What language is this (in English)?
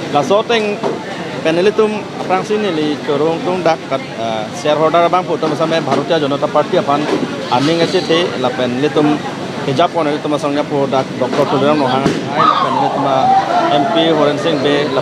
Karbi